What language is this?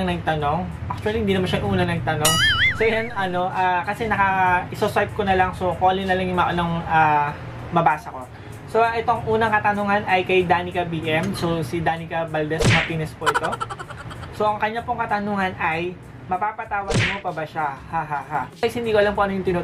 Filipino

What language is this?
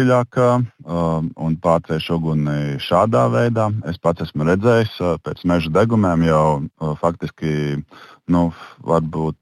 Latvian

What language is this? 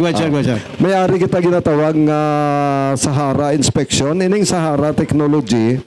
Hiligaynon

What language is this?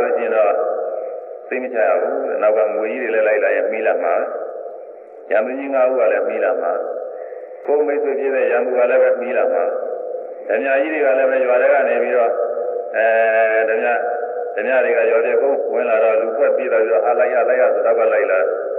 Burmese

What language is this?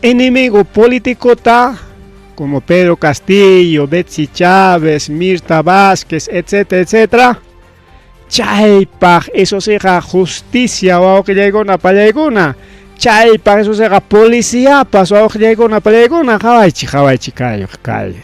Ayacucho Quechua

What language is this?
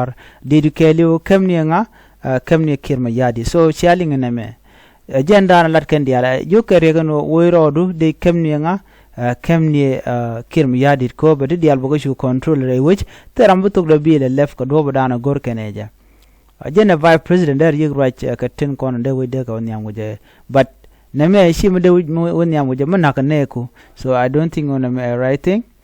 Nuer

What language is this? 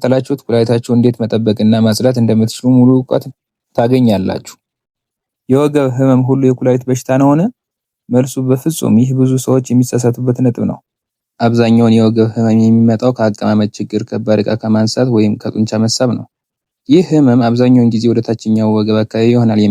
Amharic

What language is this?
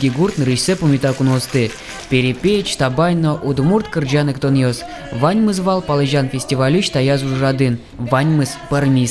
Udmurt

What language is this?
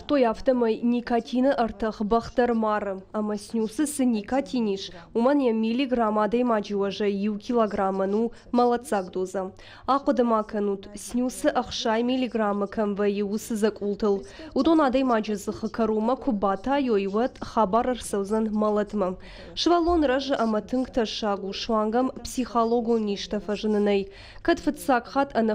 Ossetic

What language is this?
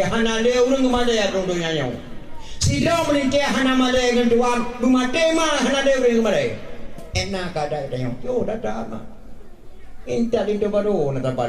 Achinese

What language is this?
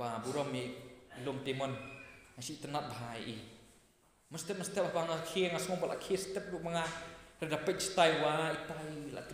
Khasi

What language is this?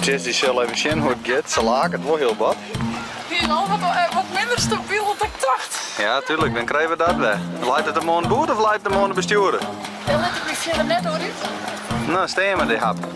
Western Frisian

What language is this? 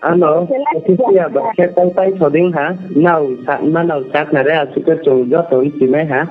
Riang (India)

